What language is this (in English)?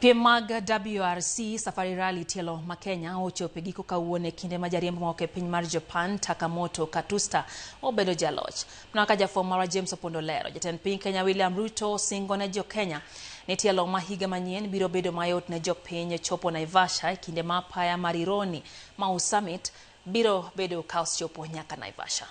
Luo (Kenya and Tanzania)